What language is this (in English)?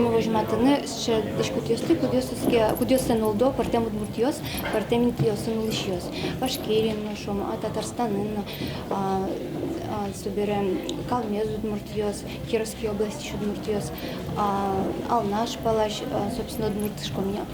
Udmurt